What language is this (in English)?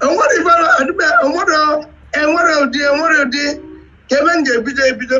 Igbo